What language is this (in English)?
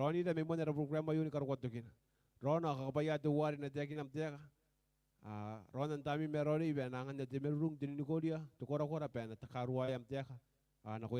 Gilbertese